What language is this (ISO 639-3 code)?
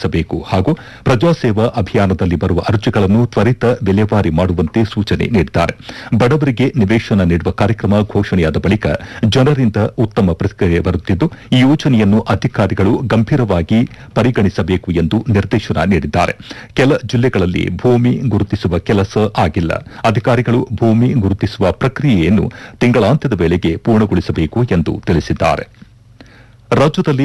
kan